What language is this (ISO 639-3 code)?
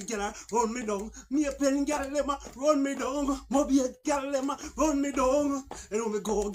jam